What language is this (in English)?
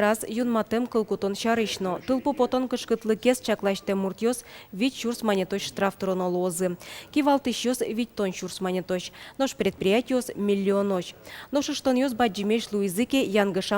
Udmurt